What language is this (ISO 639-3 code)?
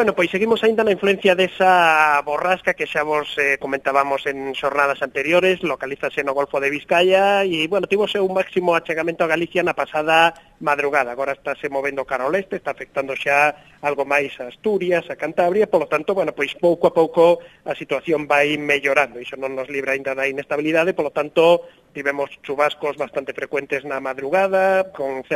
glg